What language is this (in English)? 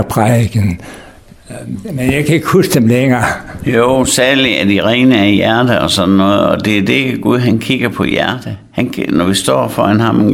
Danish